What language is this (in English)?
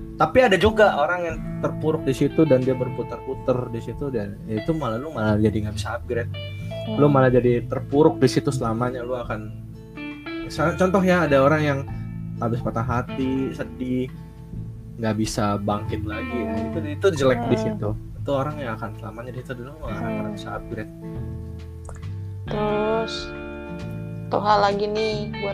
Indonesian